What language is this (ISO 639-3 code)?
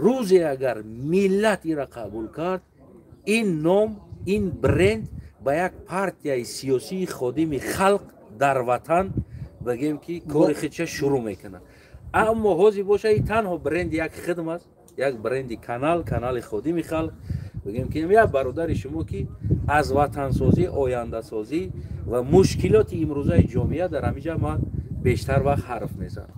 tgk